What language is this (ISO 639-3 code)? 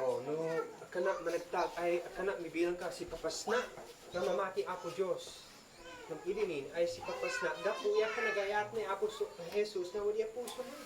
isd